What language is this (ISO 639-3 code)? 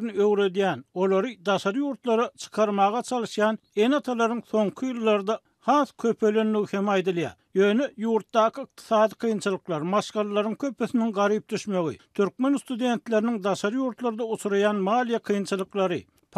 tuk